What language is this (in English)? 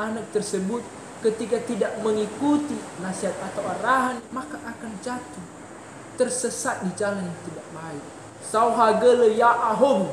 Nias